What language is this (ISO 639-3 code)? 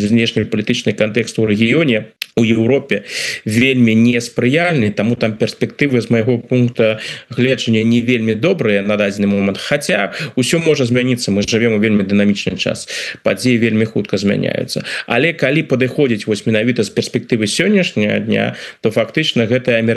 bel